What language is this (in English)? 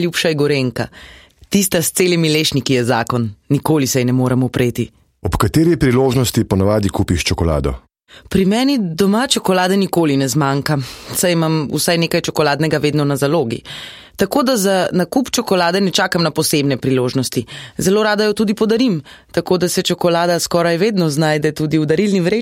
Slovenian